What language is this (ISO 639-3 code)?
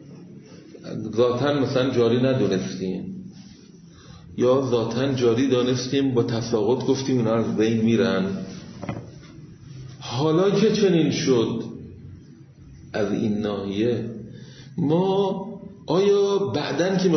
fas